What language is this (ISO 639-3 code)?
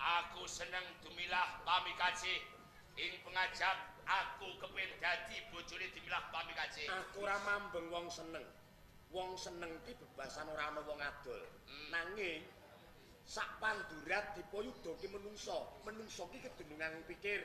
jav